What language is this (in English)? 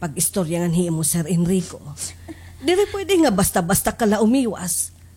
Waray